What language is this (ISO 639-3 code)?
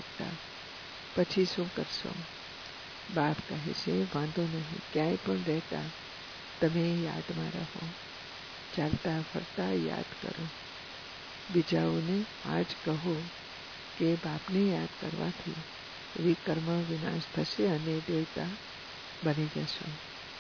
guj